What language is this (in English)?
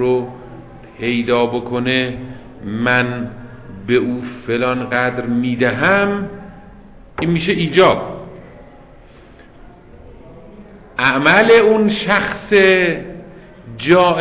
Persian